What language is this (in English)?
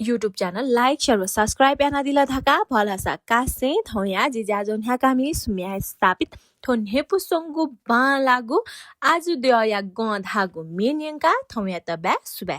Newari